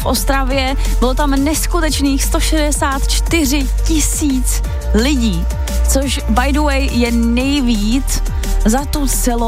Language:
Czech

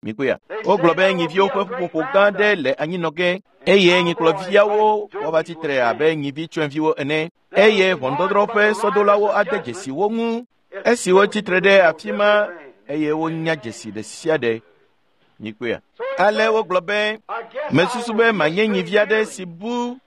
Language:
Ewe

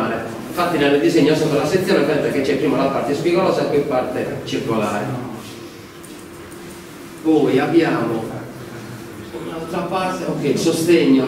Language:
Italian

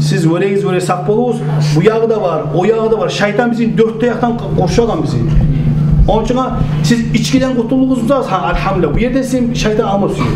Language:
Kumyk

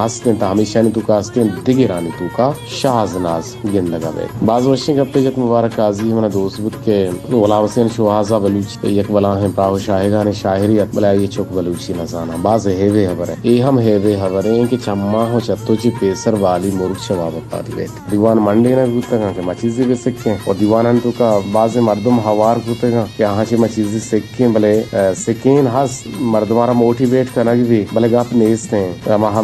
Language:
Baluchi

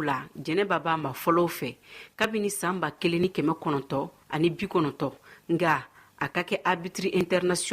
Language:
Bambara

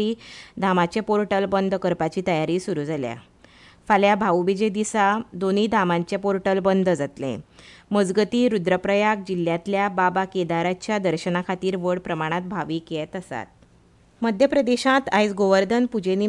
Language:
Konkani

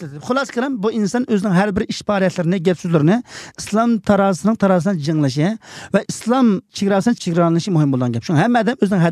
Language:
Uyghur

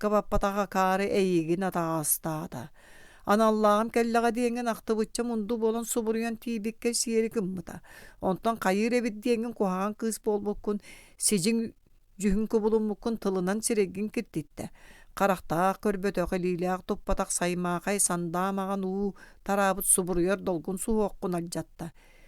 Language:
Yakut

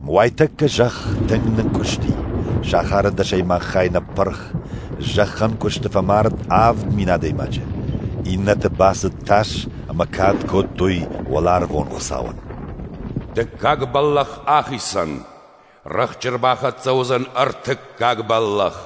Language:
Ossetic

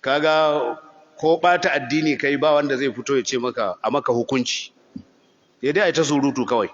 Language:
Hausa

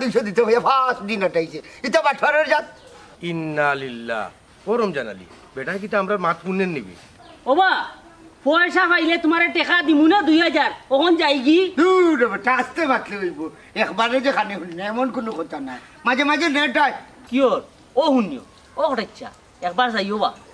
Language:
Sylheti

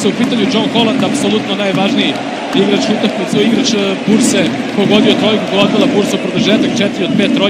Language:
Serbian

